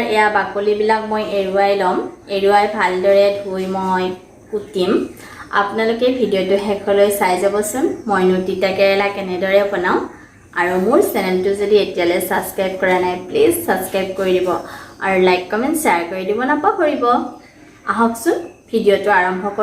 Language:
Assamese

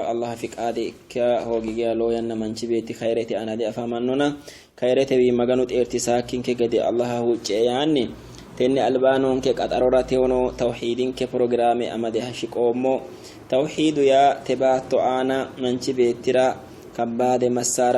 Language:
Sidamo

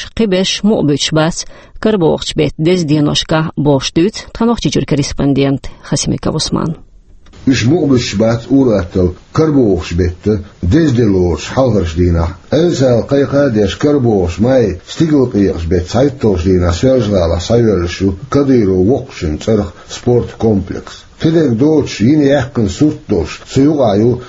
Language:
Chechen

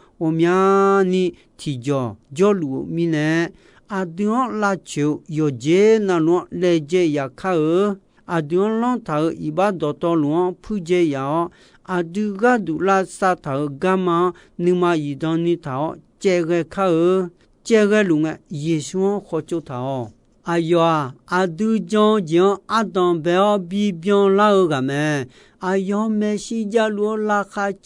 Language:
Akha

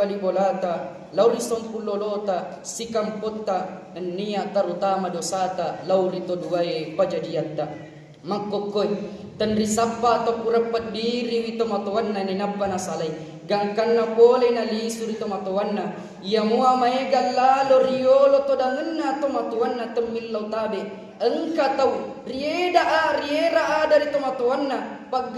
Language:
Buginese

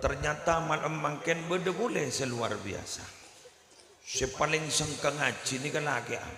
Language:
Madurese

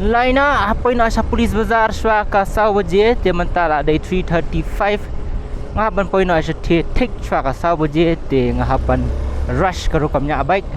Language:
Khasi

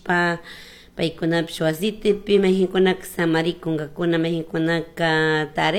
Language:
Chimborazo Highland Quichua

